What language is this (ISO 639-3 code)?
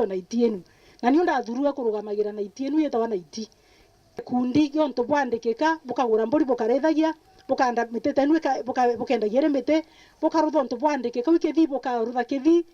mer